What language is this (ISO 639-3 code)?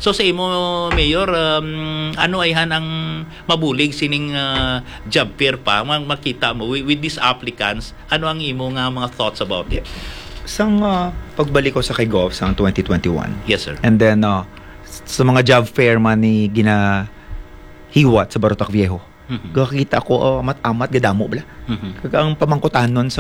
hil